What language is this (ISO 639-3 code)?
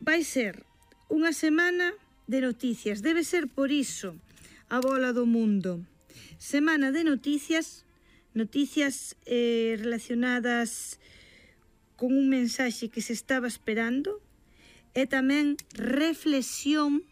glg